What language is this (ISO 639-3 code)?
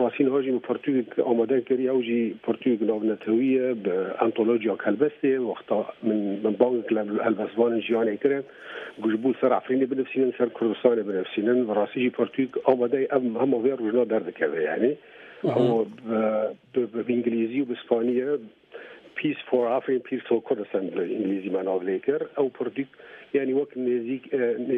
kur